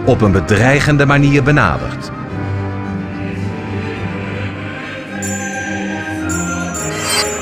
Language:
Dutch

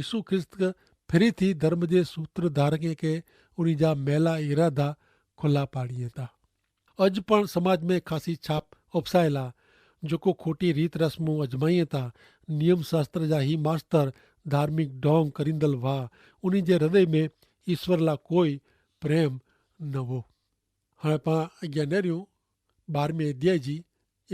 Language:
Kachhi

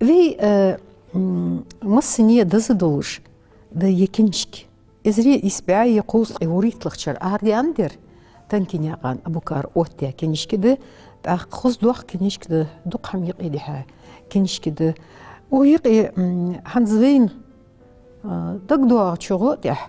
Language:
Ingush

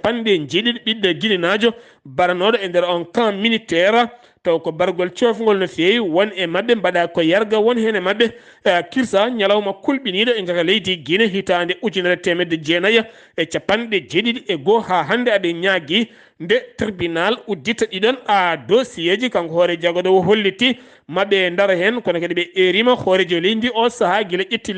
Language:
Fula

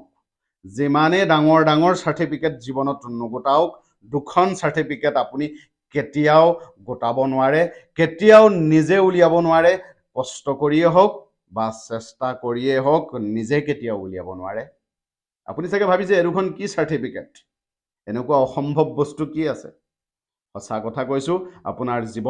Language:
Assamese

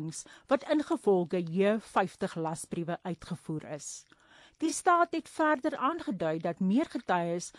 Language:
Afrikaans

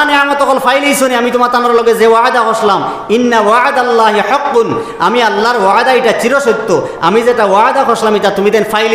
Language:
Sylheti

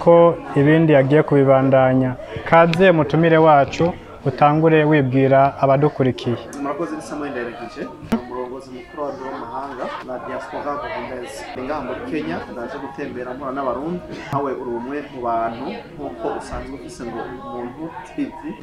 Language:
Rundi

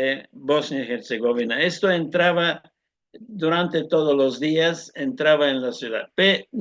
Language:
Ladino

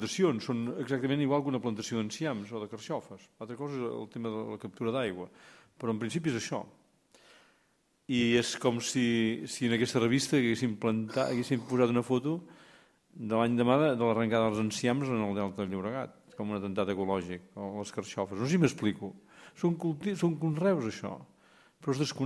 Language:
Catalan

